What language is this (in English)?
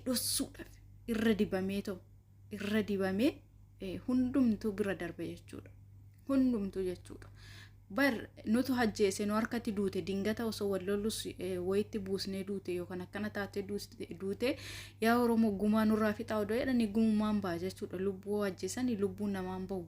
Oromo